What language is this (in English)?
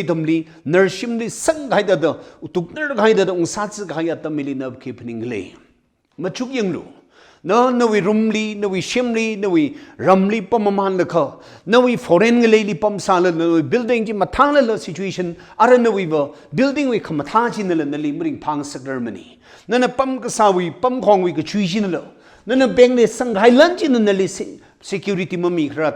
Tangkhul Naga (India)